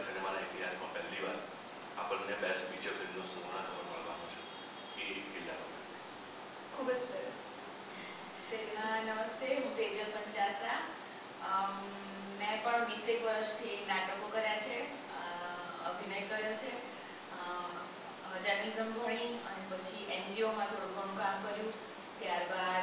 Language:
Gujarati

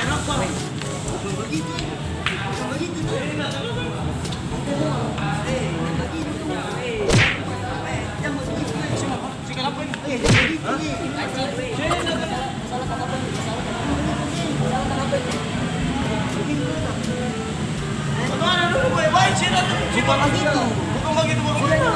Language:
Ambonese Malay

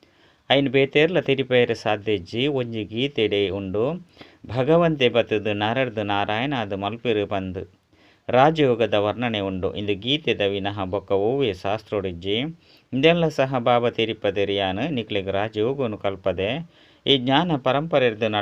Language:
Tulu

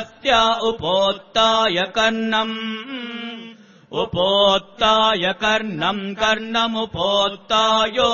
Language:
Sanskrit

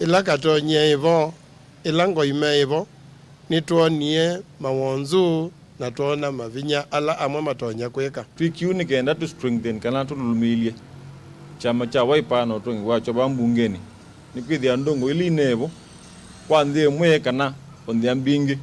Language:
Kamba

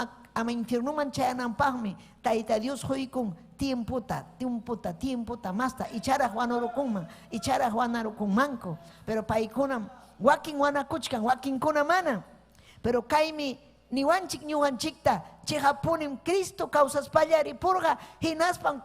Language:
Ayacucho Quechua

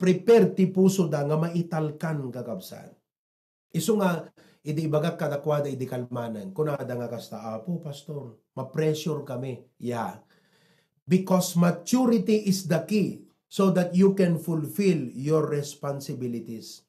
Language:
Iloko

